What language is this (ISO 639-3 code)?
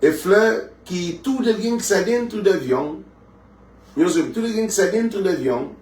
kea